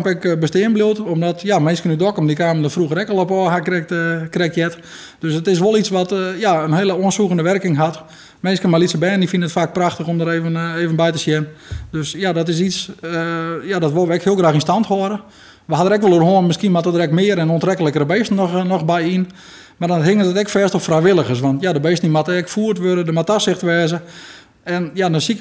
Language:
Western Frisian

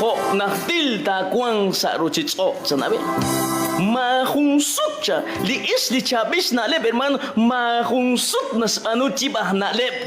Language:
Kekchí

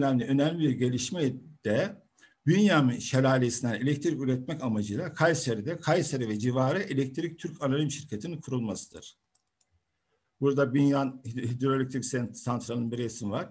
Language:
Turkish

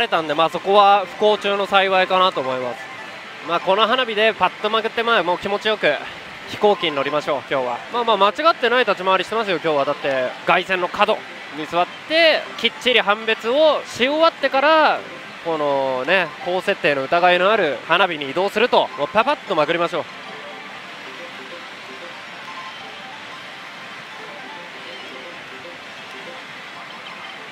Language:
Japanese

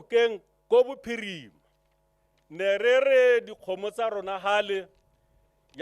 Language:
Tswana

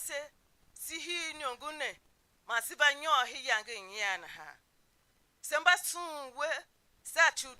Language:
Tiv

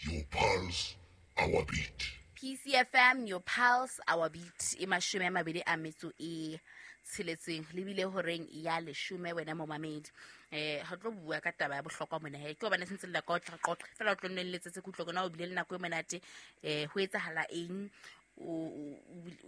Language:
Southern Sotho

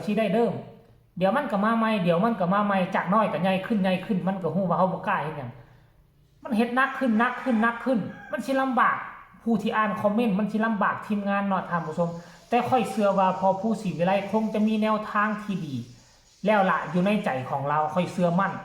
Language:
Northeastern Thai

